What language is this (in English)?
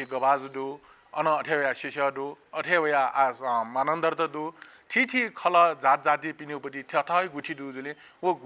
Newari